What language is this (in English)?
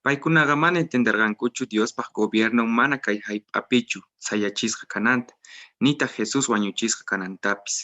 Quechua